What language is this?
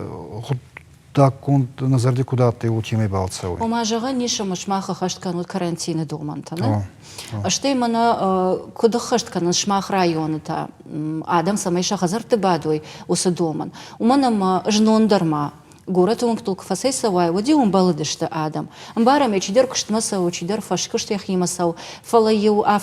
Ossetic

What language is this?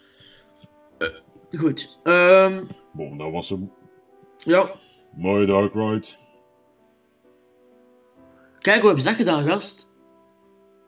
Dutch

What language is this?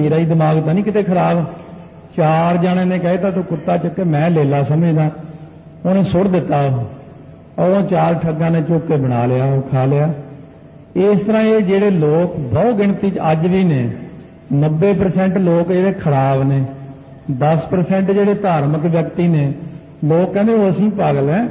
Punjabi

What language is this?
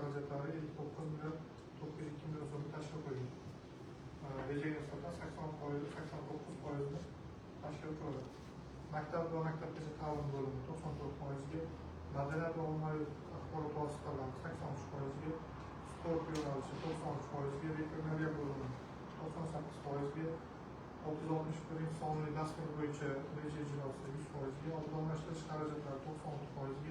Uzbek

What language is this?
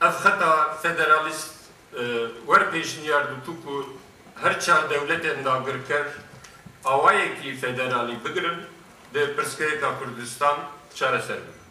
Kurdish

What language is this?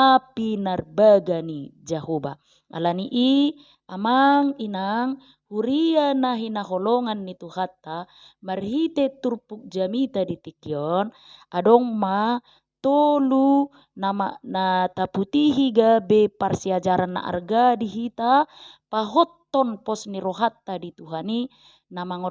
Batak Toba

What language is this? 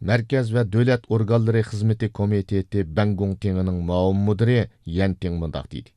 Uyghur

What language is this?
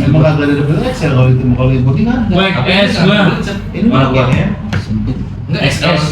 Betawi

